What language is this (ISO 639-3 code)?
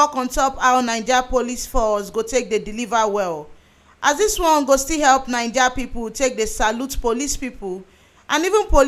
pcm